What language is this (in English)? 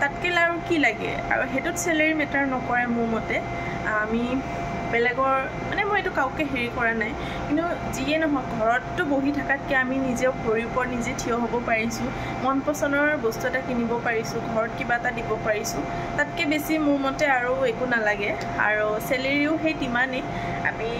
Assamese